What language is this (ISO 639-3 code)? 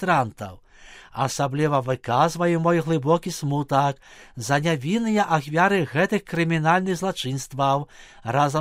bel